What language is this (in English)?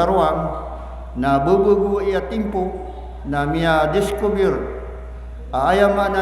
Maranao